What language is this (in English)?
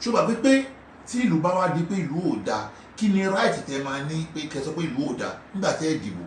Yoruba